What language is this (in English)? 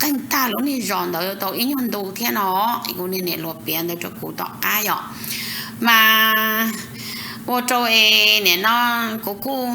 Hmong